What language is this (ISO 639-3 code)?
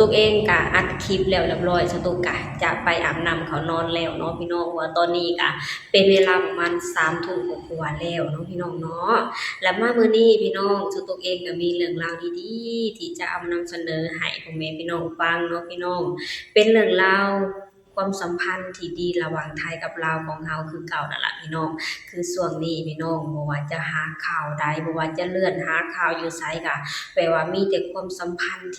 lao